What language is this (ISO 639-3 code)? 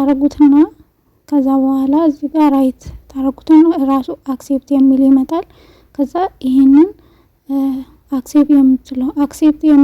amh